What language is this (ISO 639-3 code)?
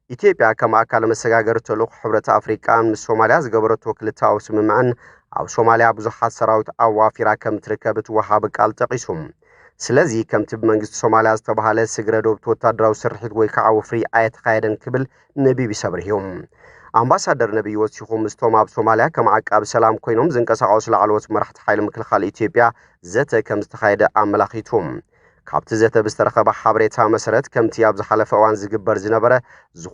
tir